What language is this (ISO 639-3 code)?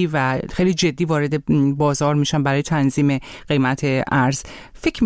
fas